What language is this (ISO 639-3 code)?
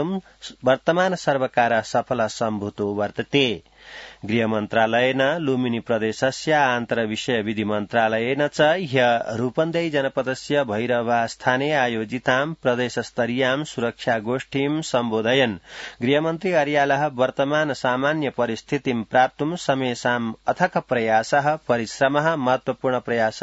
san